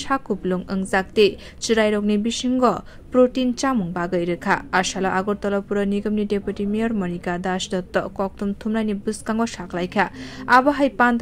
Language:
Kok Borok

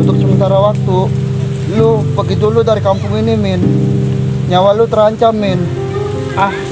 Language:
Betawi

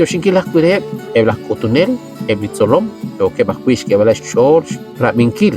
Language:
Kekchí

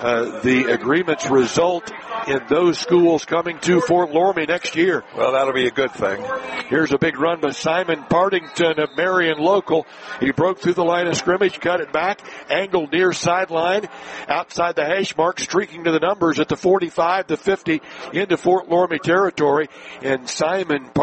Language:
English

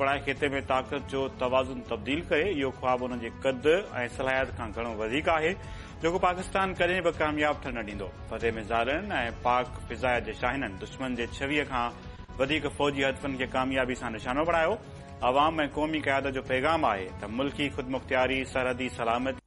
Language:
Sindhi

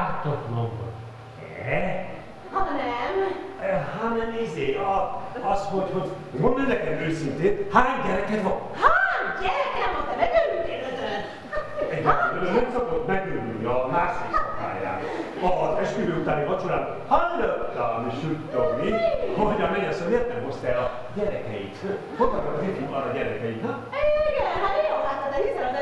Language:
Hungarian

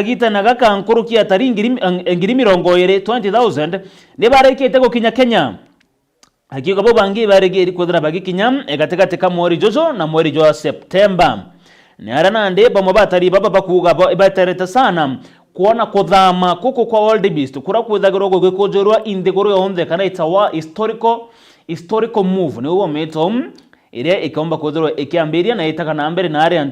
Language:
Meru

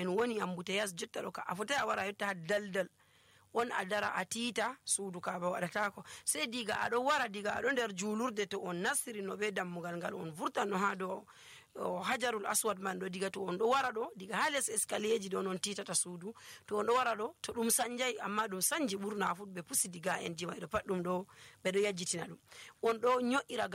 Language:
Nigerian Fulfulde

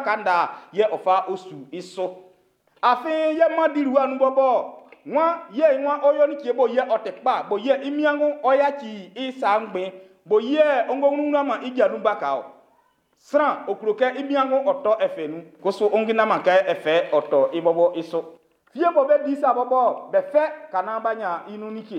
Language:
Baoulé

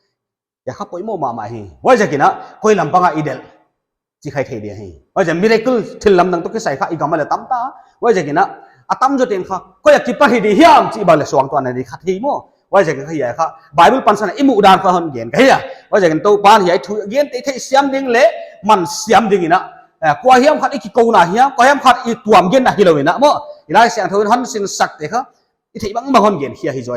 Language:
Paite Chin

